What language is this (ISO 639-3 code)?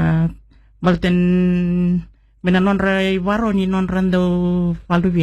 fij